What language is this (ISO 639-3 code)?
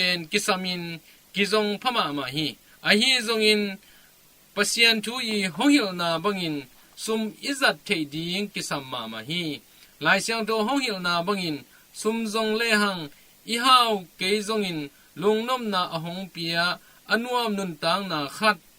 ctd